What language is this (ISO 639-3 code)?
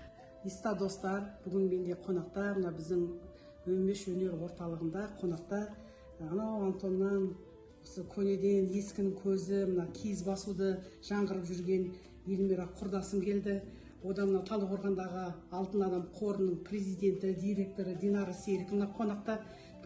kaz